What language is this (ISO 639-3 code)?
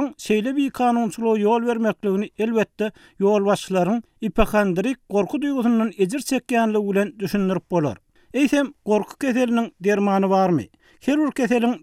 tuk